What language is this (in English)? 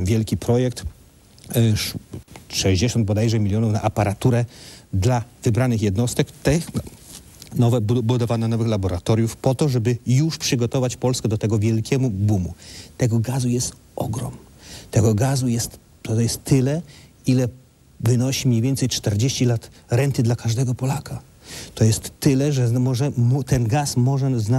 Polish